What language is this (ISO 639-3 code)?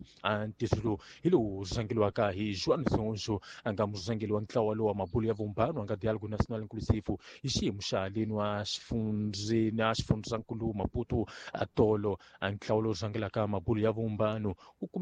tso